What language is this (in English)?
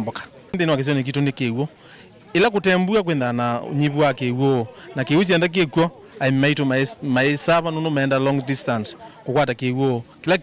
Kamba